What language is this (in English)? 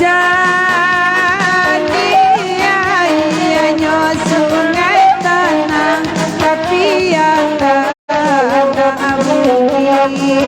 Minangkabau